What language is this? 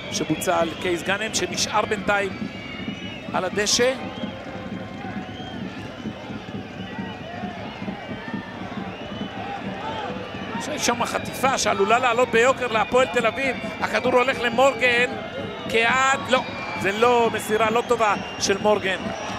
Hebrew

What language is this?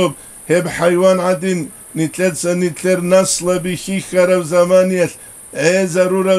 Avaric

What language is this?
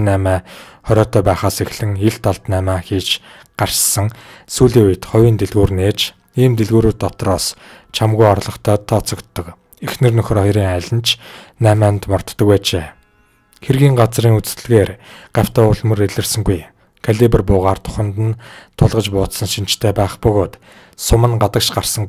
Mongolian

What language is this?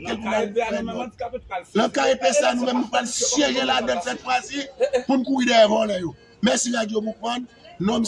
Haitian Creole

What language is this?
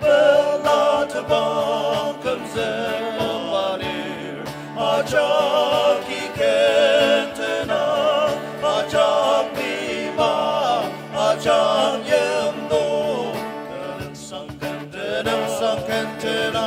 Ao Naga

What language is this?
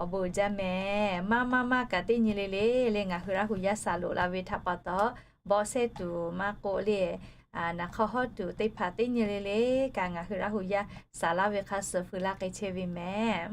Lahu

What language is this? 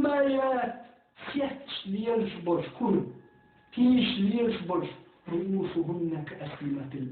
Chechen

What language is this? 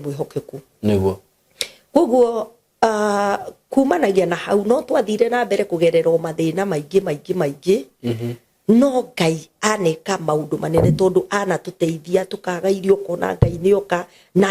Kikuyu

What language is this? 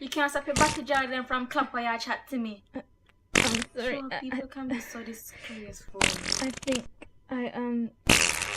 Jamaican Creole English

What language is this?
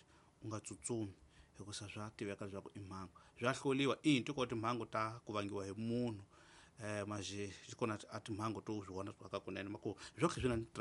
Tsonga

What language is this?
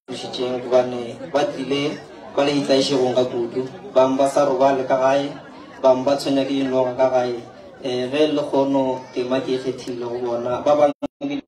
Northern Sotho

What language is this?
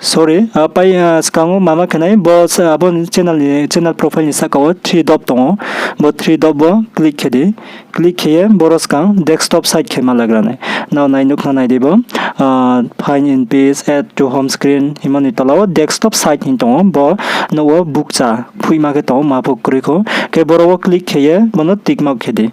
Riang (India)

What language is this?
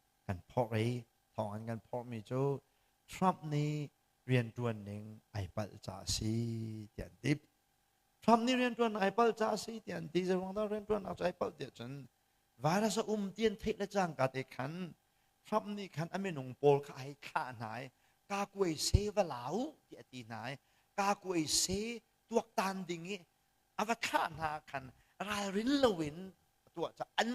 Hakha Chin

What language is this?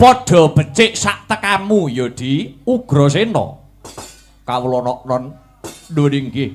Javanese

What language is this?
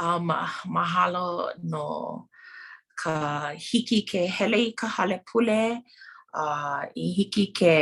Hawaiian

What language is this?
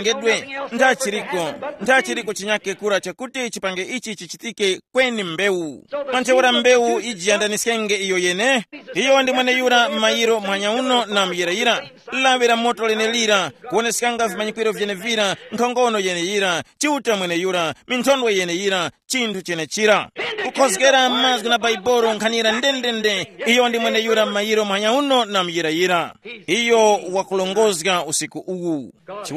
Tumbuka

